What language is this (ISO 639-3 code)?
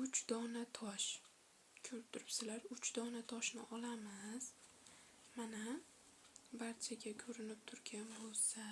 uzb